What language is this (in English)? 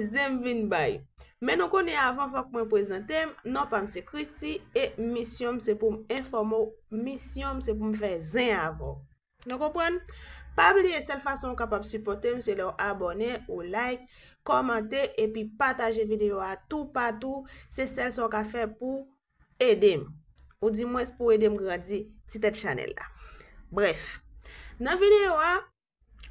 Haitian Creole